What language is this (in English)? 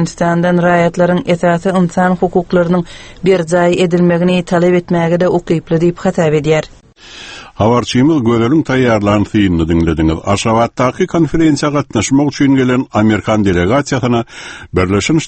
Turkmen